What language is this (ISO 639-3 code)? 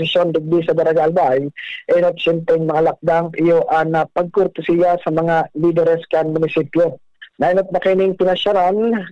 bik